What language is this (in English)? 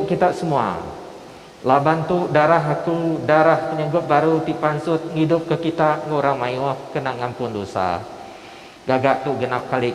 Iban